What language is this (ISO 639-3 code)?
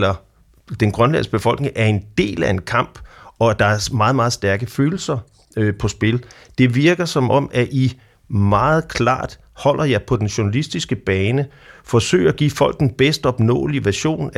dan